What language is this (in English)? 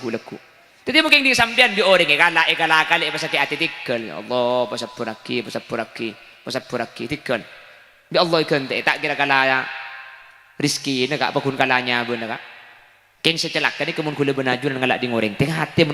Madurese